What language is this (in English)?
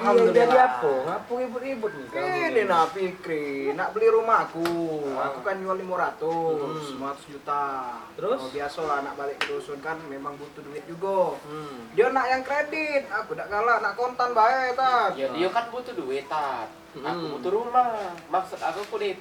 Musi